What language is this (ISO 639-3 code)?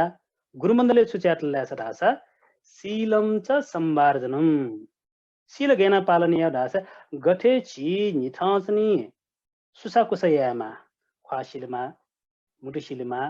new